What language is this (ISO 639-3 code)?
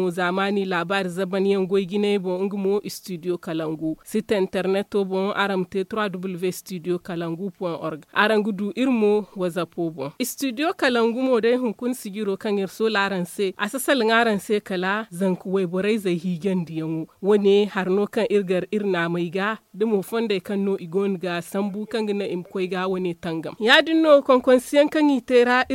dje